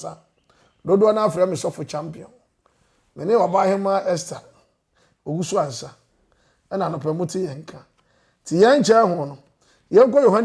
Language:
Akan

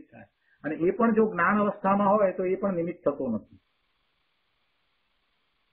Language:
Gujarati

